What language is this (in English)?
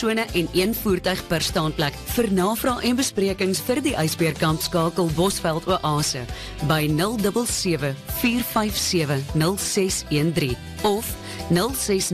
Afrikaans